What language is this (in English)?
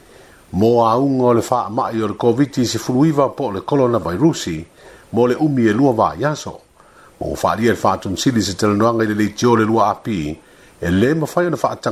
Samoan